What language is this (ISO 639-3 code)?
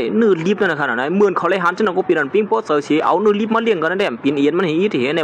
shn